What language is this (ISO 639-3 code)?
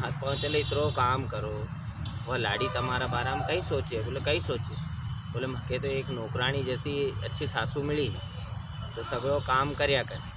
raj